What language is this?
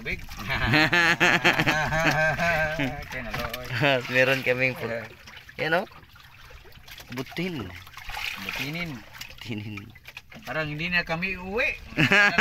Filipino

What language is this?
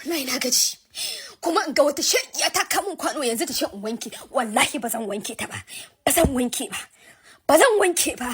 Hausa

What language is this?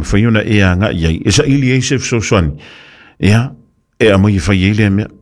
Samoan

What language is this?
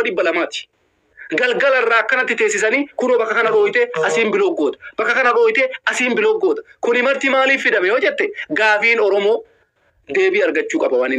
Oromo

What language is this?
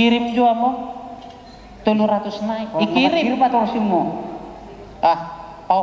Batak Toba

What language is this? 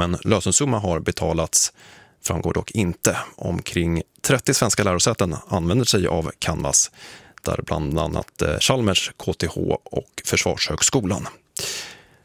Swedish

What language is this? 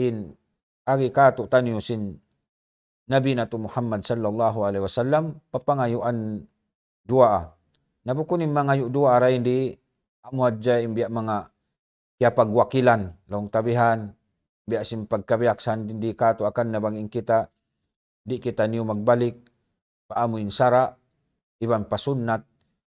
Tausug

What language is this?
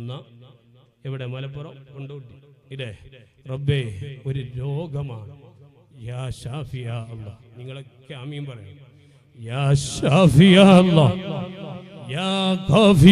Malayalam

